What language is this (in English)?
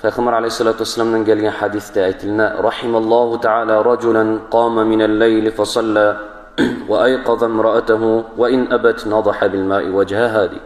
Kumyk